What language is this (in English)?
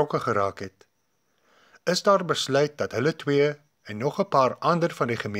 Afrikaans